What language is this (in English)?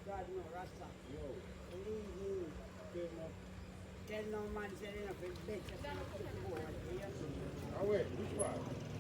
Jamaican Creole English